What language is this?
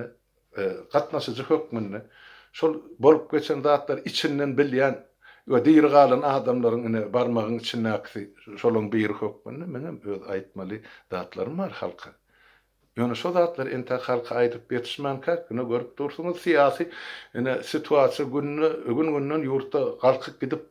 Turkmen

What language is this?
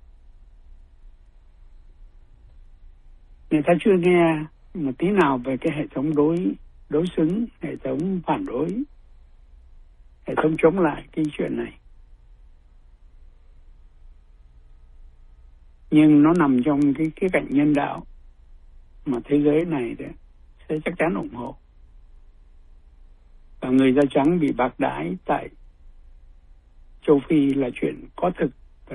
Vietnamese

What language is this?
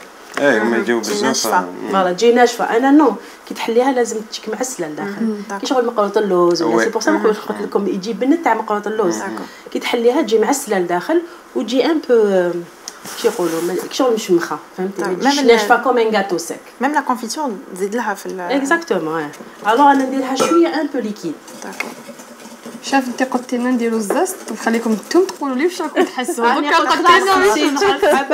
Algerian Arabic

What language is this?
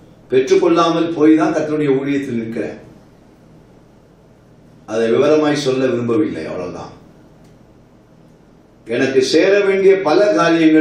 Tamil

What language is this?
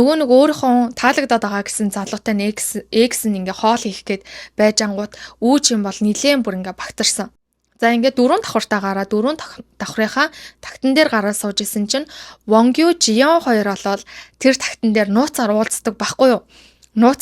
Mongolian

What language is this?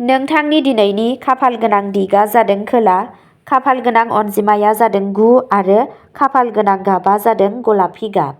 Bodo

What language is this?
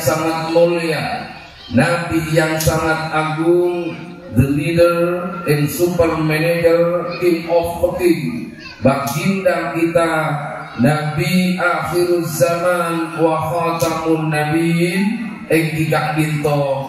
Madurese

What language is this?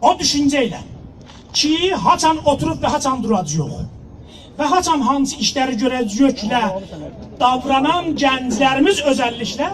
South Azerbaijani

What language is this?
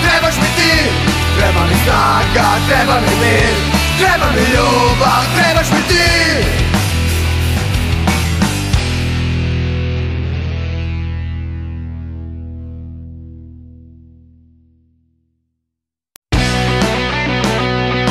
Serbian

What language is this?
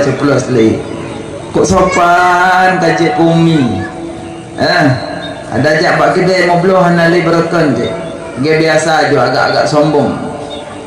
Achinese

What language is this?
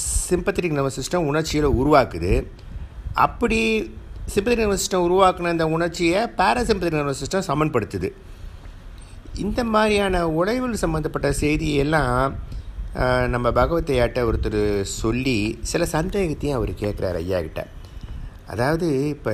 Tamil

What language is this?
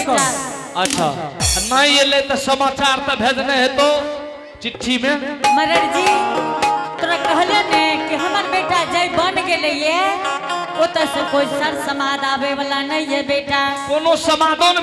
Angika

